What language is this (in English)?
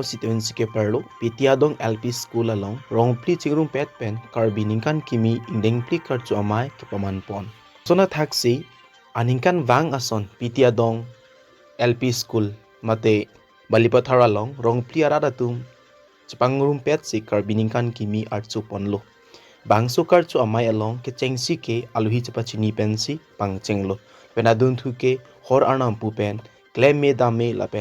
Karbi